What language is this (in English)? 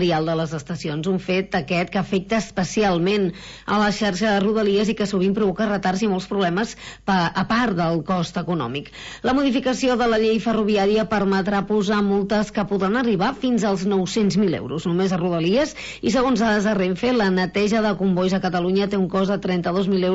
Catalan